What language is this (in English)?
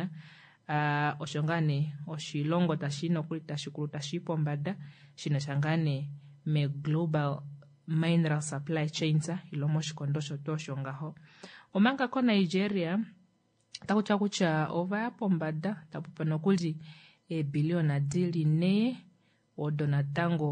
Kuanyama